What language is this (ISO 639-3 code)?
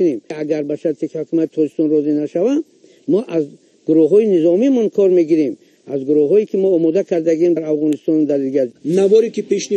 tgk